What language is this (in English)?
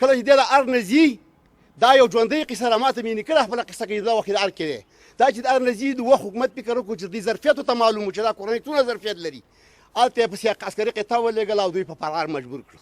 Pashto